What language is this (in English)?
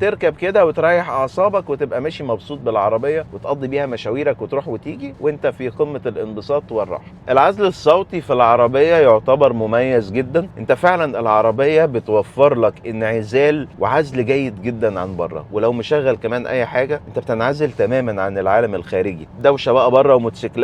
Egyptian Arabic